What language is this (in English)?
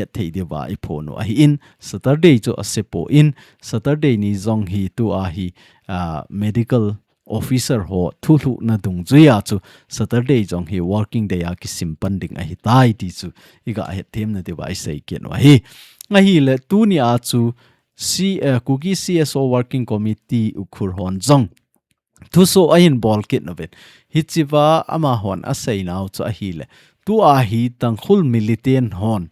Thado Chin